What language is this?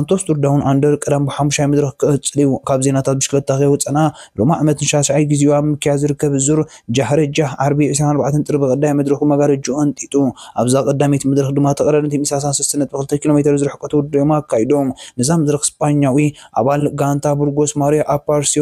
Tigrinya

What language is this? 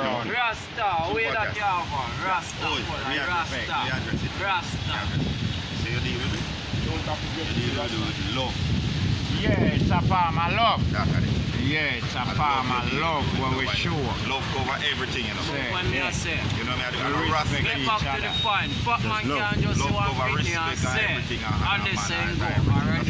Jamaican Creole English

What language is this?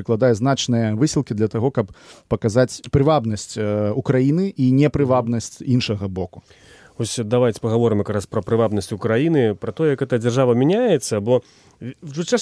Belarusian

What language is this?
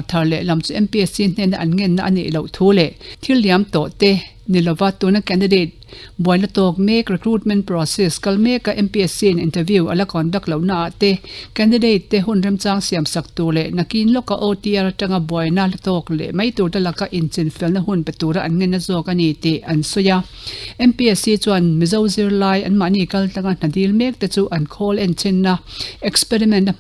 Mizo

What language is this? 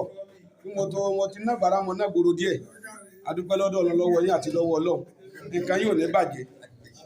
Yoruba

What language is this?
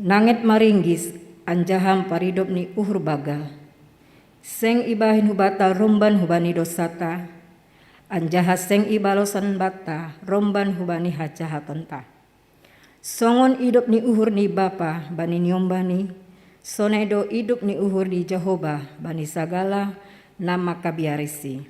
Batak Simalungun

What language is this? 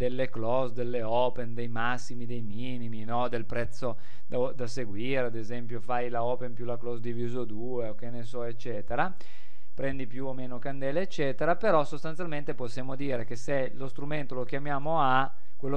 Italian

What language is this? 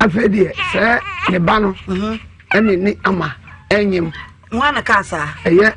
Akan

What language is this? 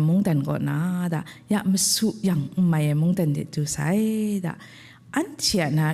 Kachin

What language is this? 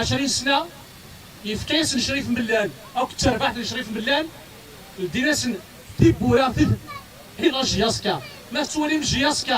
Kabyle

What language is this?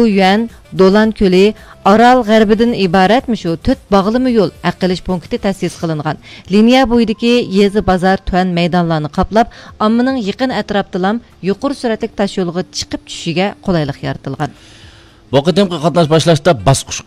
Uyghur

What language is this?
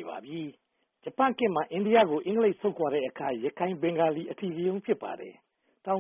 Burmese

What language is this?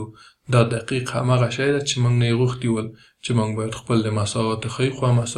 Pashto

